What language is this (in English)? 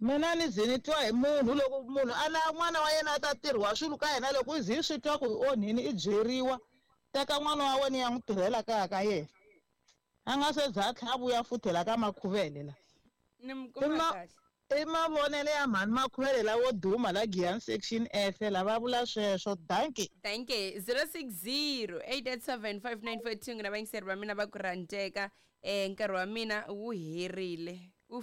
Tsonga